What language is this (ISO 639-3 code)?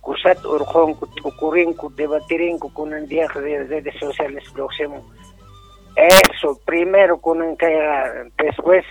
que